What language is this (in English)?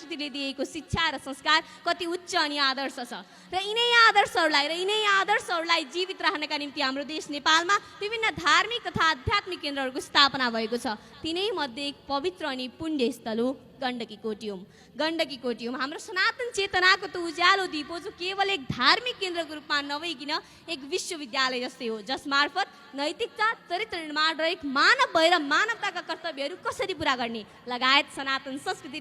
Nepali